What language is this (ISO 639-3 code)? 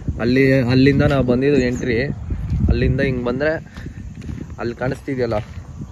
kan